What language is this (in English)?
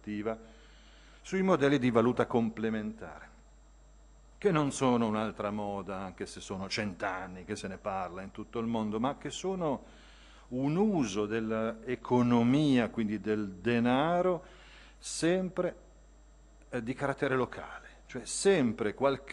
Italian